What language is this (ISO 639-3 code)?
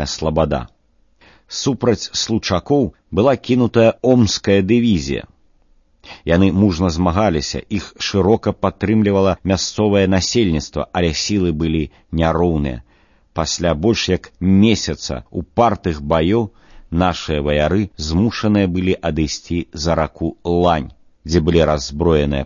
bel